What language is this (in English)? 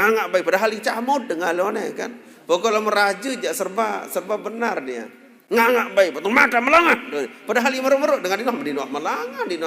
Sasak